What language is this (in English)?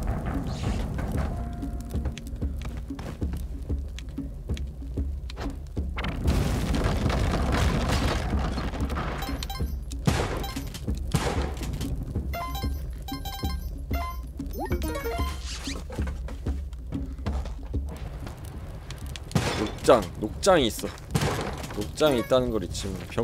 Korean